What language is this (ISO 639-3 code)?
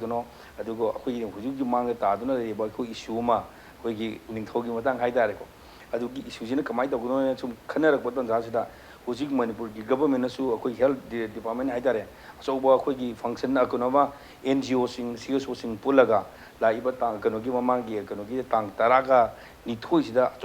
mni